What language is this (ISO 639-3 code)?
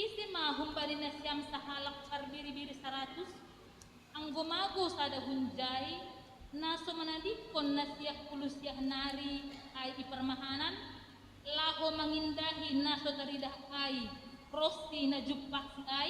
bts